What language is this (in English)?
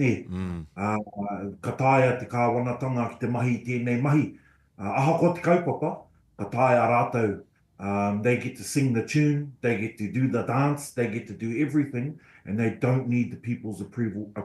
Māori